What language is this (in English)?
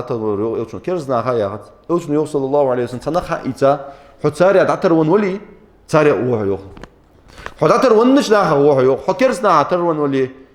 Ingush